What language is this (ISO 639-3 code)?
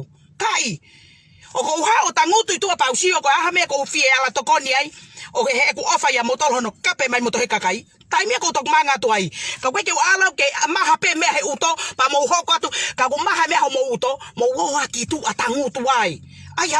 ton